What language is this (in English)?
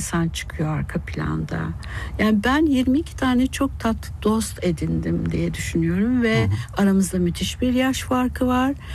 Turkish